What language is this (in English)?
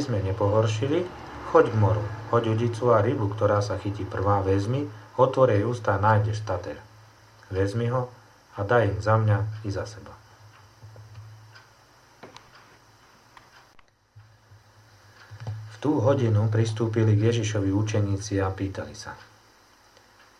Slovak